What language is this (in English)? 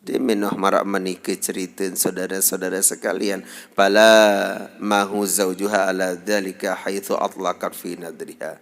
Sasak